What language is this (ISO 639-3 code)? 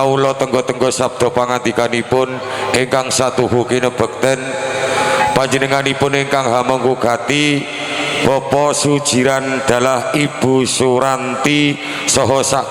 jav